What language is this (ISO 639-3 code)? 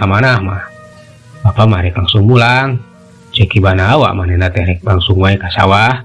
sun